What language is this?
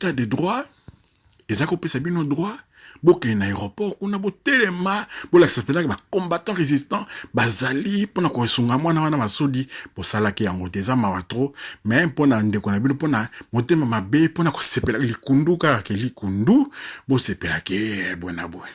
Lingala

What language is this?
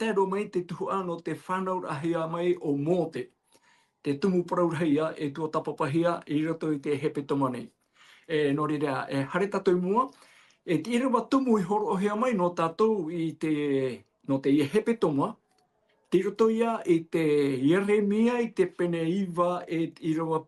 Tahitian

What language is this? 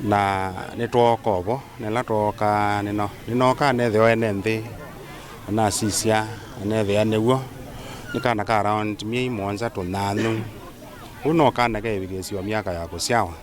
Kamba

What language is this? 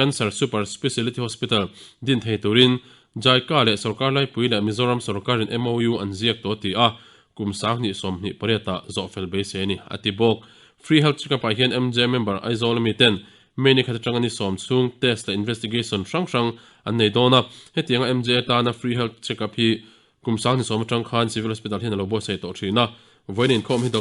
Mizo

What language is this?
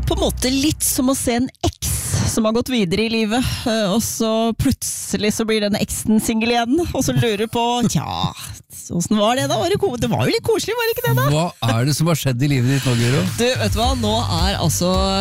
Norwegian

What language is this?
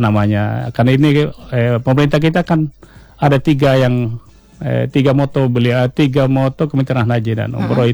Indonesian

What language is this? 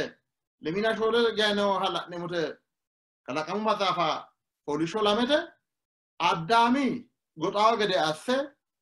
Sidamo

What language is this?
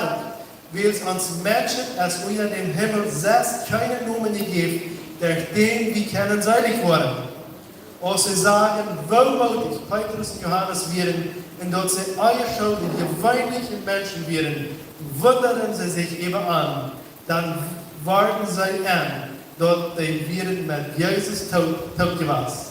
Plautdietsch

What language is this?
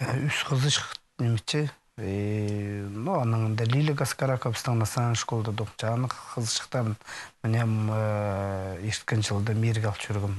Khakas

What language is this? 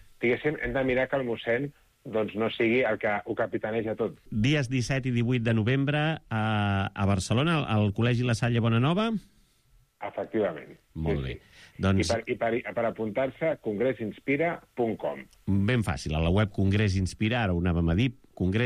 Catalan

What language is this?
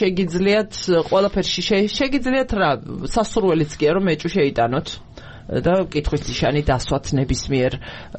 Georgian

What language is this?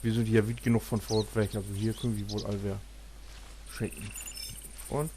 Low German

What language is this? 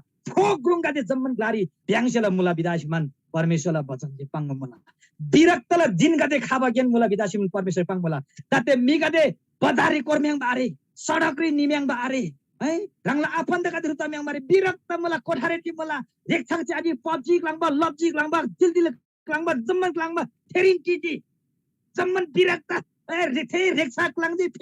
Eastern Tamang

